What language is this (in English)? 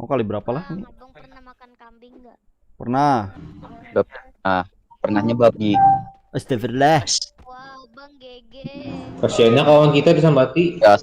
Banjar